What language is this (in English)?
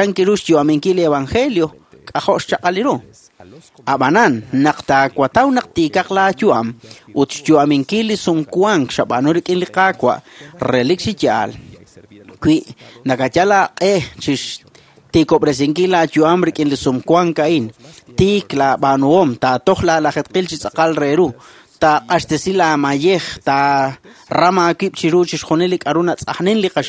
Kekchí